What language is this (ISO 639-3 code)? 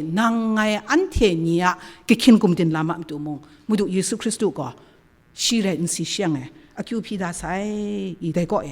kac